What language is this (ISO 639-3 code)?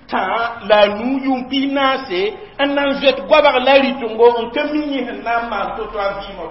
mos